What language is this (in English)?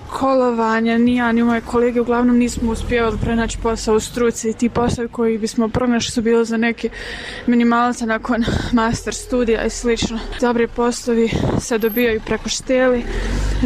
Bosnian